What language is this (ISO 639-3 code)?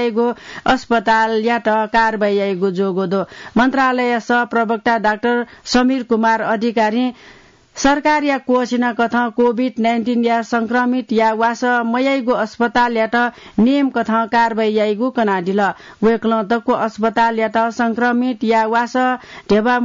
new